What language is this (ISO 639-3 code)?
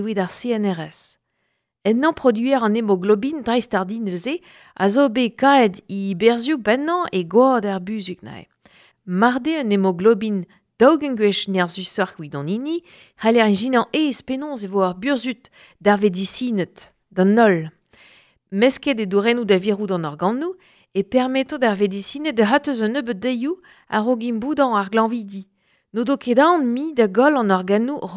bre